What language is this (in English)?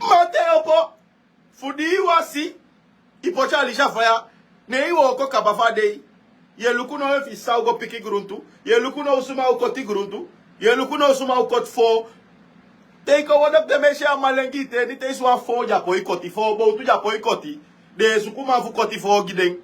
Sranan Tongo